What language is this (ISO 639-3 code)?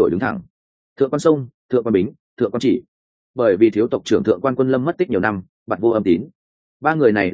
vie